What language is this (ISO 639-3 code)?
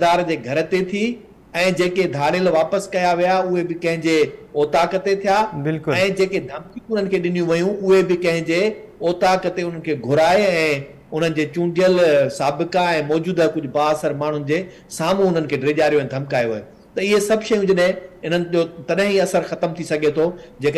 snd